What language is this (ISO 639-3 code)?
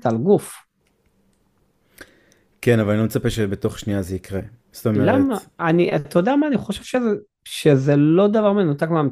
heb